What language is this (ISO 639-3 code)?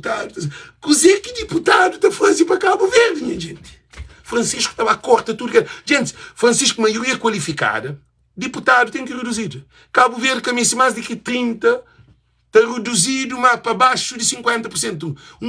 kea